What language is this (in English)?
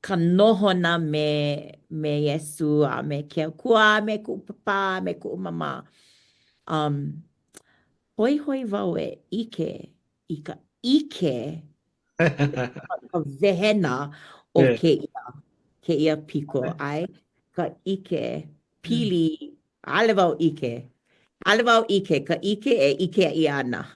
Hawaiian